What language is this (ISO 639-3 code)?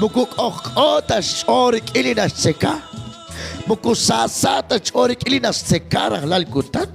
kek